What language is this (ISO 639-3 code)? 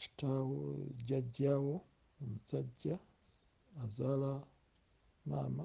lug